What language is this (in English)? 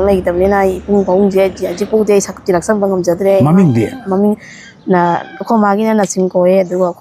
Manipuri